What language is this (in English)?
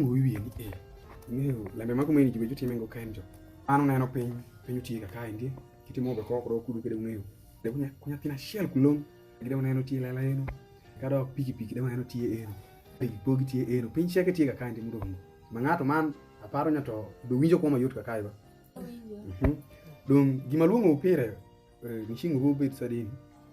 Alur